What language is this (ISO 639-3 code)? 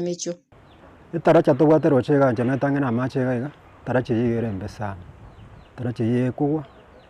guz